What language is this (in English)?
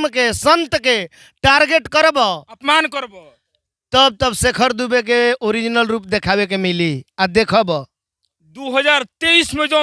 Bhojpuri